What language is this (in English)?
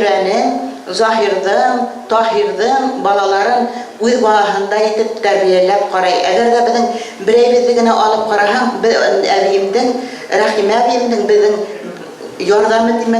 Bashkir